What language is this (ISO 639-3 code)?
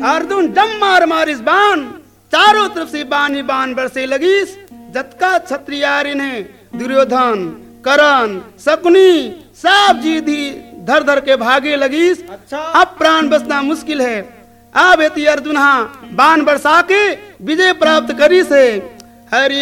hne